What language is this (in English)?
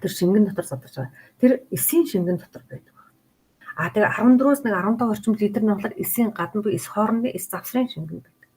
Mongolian